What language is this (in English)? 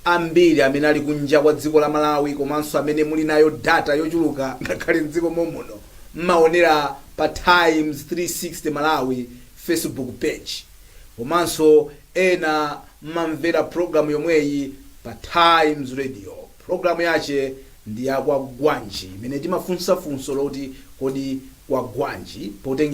Nyanja